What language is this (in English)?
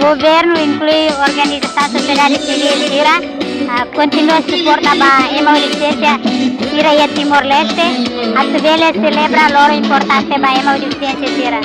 Tetum